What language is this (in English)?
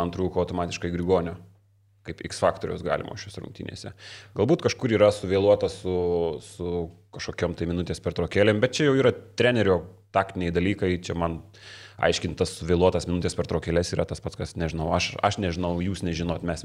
Lithuanian